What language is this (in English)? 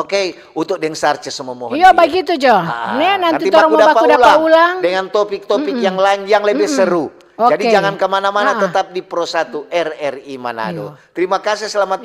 Manado Malay